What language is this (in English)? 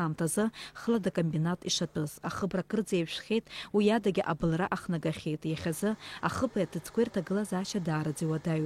Abkhazian